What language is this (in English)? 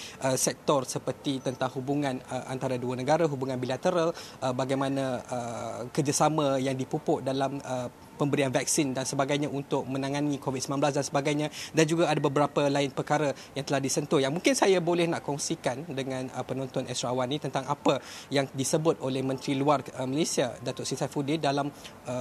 Malay